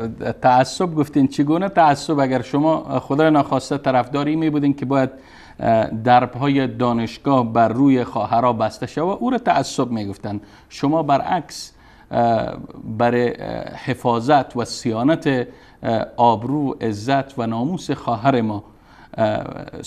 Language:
Persian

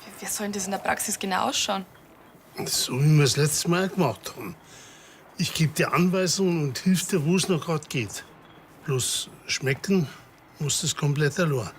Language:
Bavarian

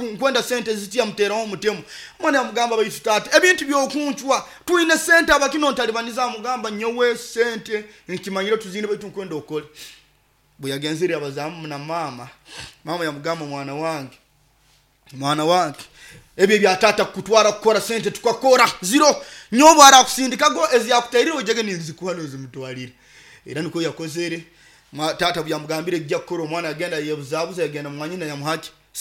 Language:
Nyoro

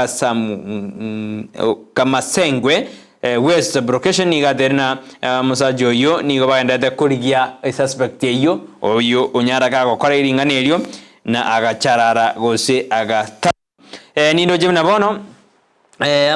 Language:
Gusii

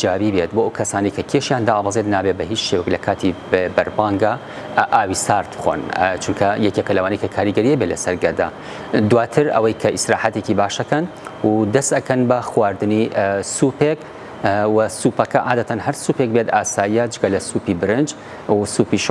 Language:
Central Kurdish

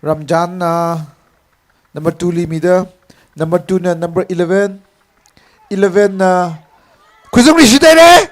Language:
Tangkhul Naga (India)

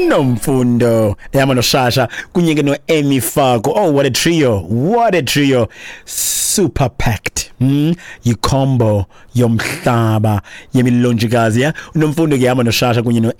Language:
Xhosa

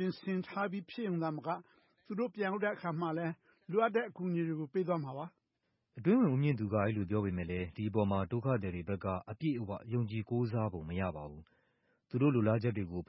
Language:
Burmese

